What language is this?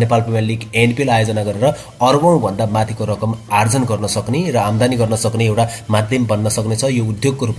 Nepali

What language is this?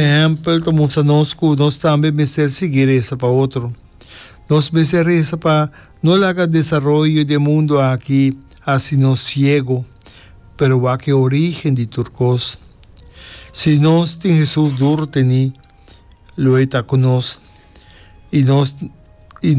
Papiamento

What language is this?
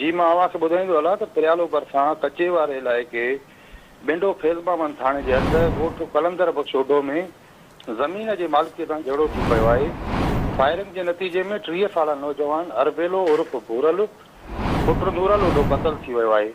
Sindhi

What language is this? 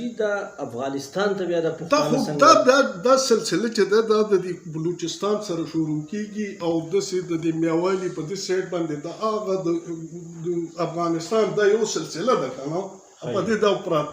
Pashto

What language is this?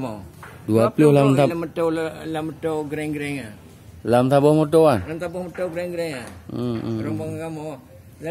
Achinese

